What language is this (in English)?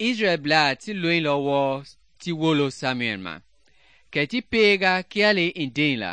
Mende